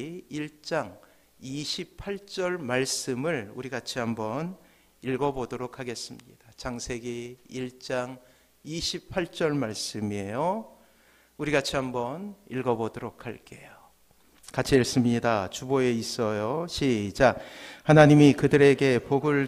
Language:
Korean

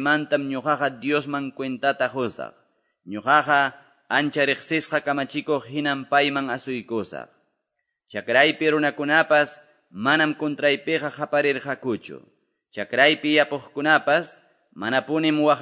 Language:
Quechua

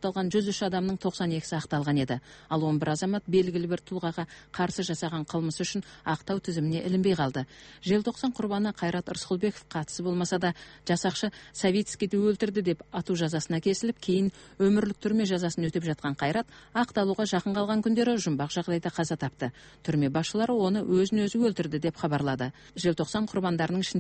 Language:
Kazakh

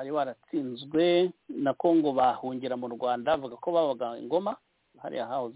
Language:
Kinyarwanda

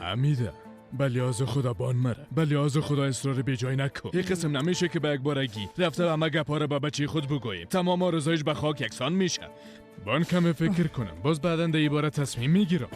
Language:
Persian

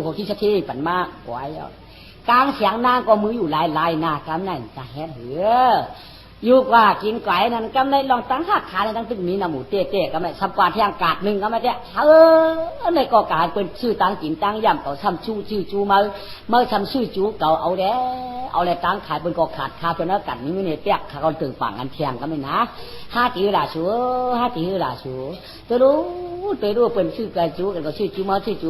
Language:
Shan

